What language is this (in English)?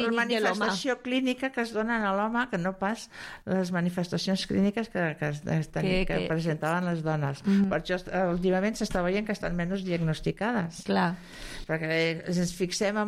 Catalan